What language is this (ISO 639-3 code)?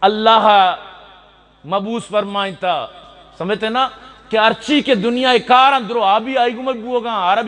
bgp